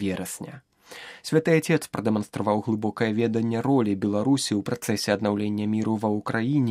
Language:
Belarusian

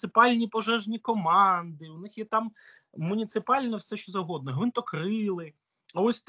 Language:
Ukrainian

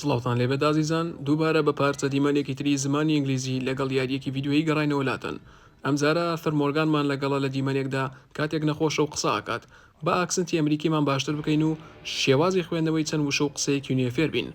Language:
Central Kurdish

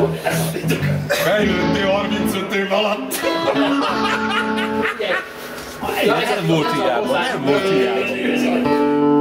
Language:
Hungarian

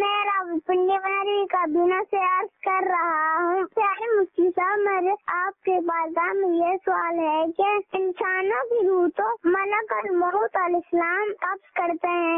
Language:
Urdu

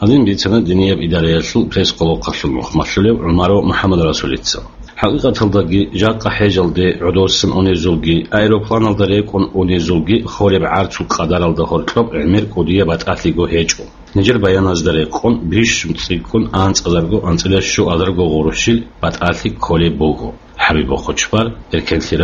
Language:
Avaric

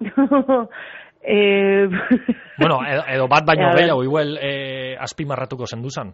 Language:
Basque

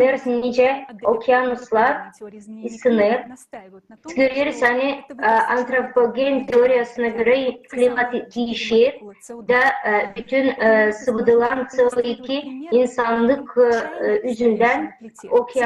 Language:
Gagauz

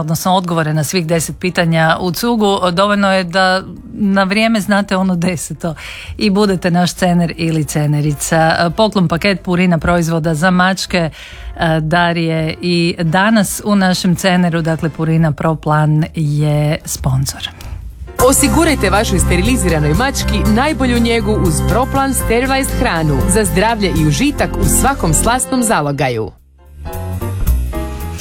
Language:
Croatian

